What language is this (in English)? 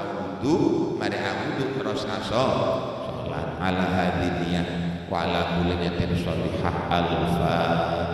Madurese